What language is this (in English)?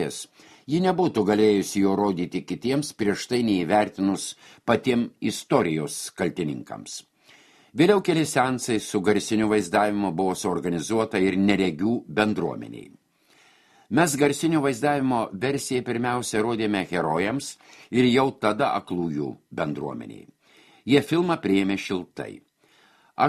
Lithuanian